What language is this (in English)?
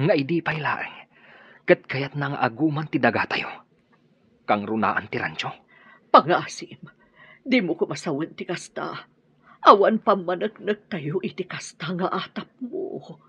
Iloko